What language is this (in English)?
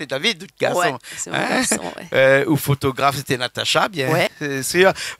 Réunion Creole French